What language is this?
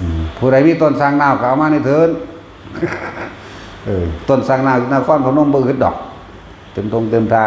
Lao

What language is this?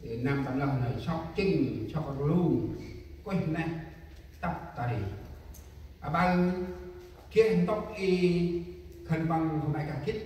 Central Mnong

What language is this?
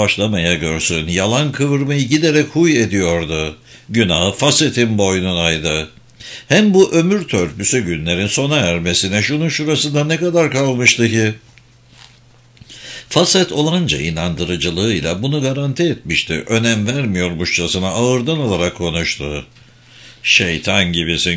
Turkish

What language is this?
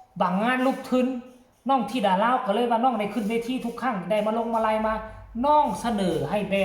Northeastern Thai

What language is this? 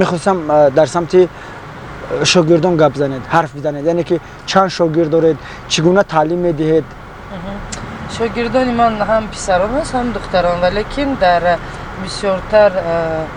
Tajik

